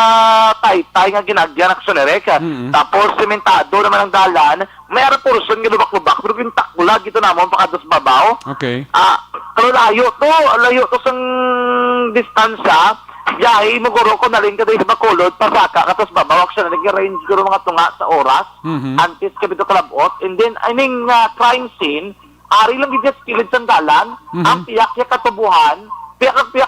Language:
Hiligaynon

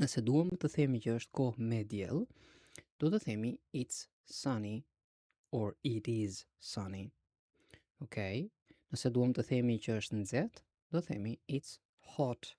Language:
Albanian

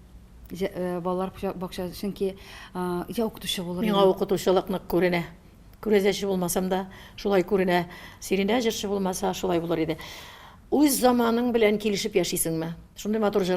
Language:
Tatar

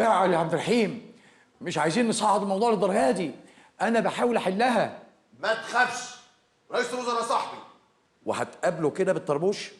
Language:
Egyptian Arabic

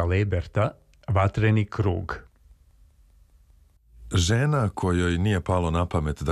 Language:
Serbian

